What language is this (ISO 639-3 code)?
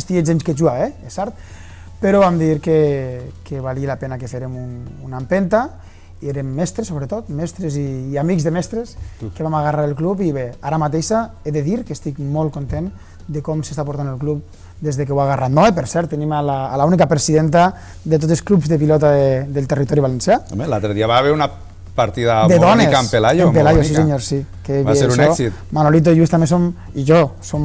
cat